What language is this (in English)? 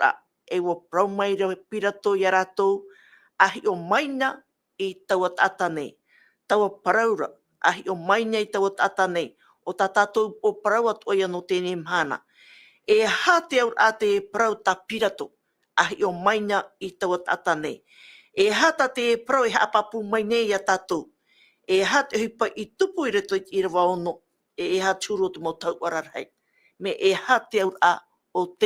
Tahitian